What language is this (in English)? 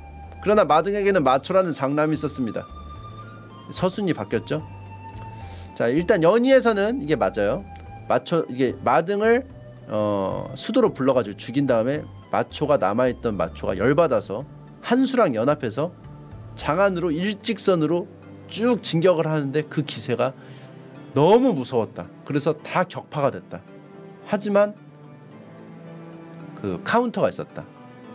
Korean